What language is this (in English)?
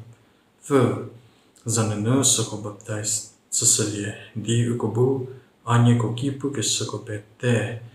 Angami Naga